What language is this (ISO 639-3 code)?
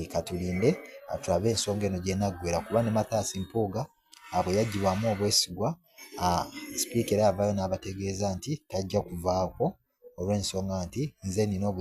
lug